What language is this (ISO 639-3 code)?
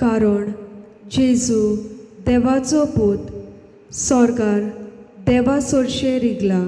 kok